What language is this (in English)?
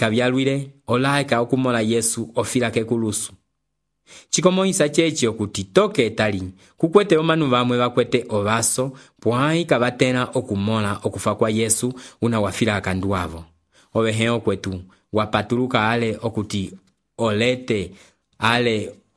Umbundu